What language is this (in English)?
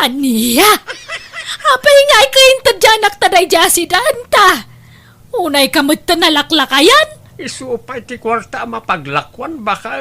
Iloko